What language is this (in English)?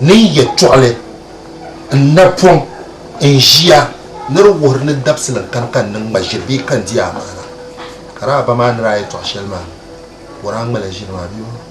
Dagbani